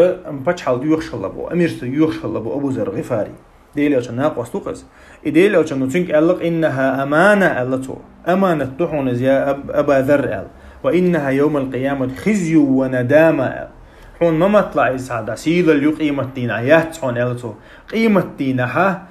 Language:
Chechen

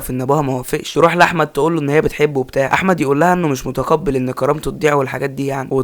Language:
Egyptian Arabic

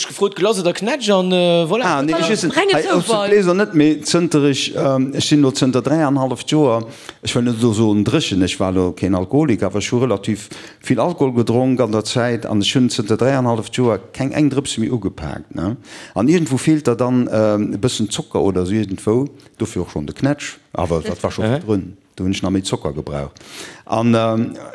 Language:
Luxembourgish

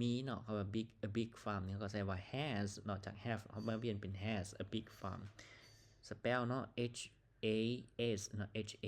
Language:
Lao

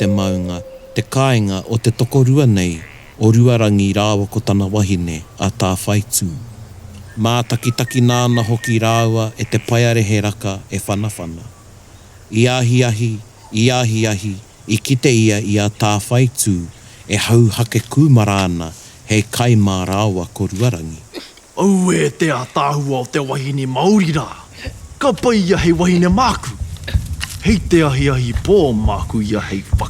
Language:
Māori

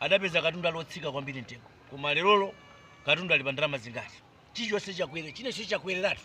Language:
Nyanja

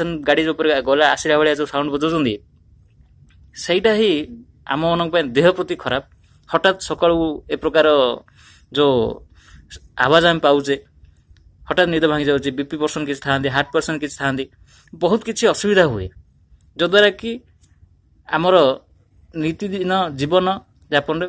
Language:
Odia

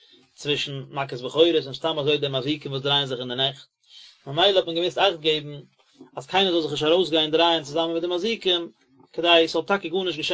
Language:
Yiddish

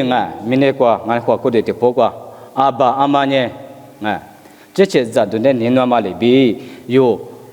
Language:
Lisu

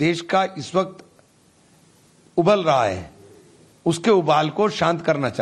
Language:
Hindi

